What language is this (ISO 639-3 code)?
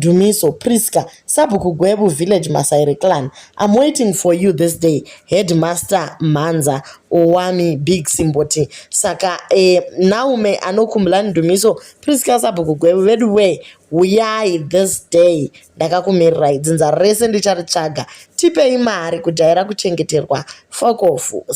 sna